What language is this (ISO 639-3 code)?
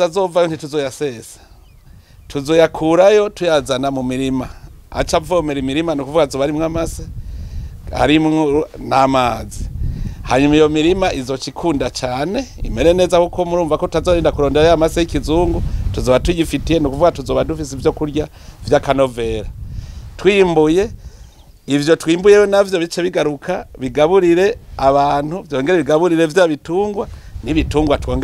run